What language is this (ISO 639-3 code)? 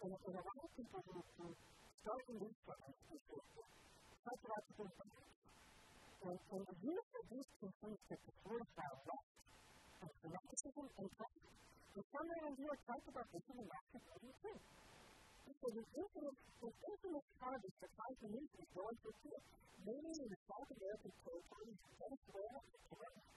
cat